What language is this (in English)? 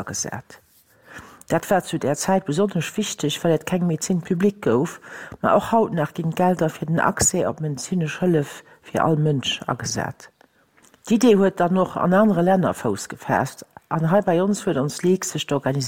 Luxembourgish